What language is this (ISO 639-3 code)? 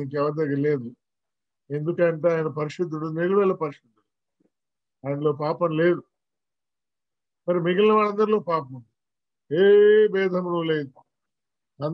tel